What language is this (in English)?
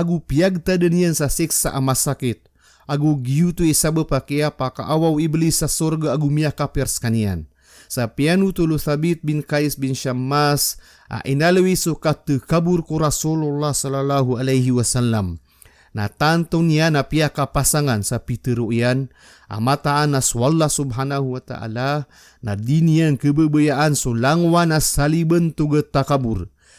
Maranao